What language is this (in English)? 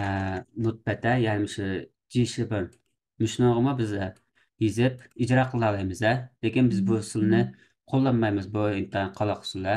Uyghur